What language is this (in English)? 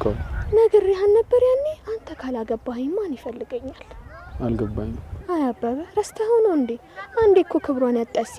Amharic